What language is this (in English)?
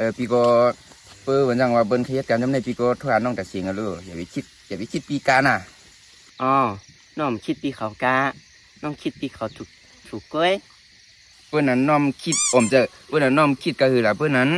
Shan